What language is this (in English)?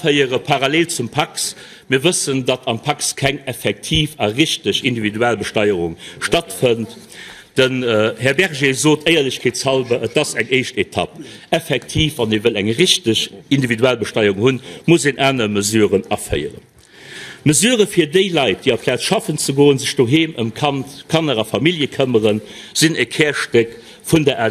Luxembourgish